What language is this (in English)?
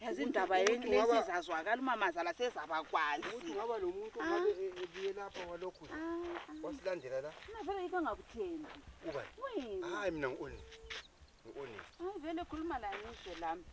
North Ndebele